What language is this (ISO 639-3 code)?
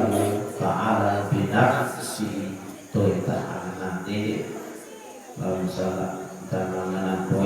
sas